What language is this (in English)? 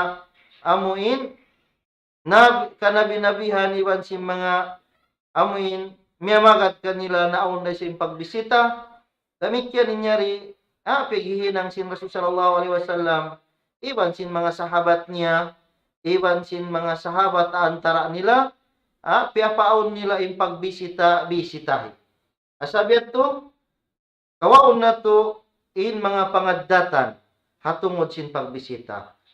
Tausug